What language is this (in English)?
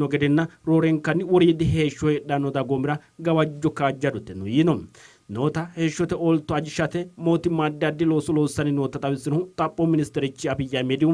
Sidamo